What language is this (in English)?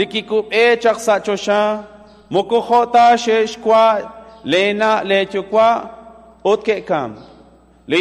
Kekchí